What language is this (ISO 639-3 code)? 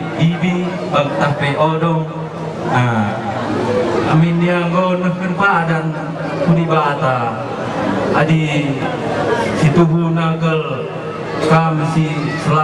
btx